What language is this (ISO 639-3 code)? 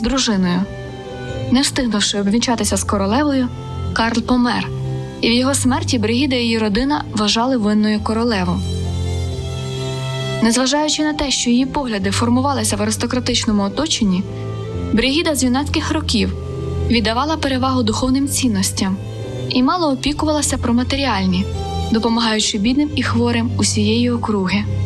ukr